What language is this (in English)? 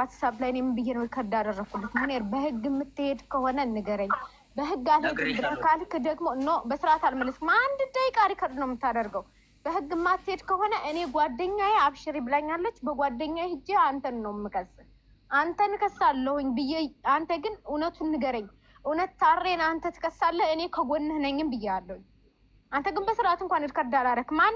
Amharic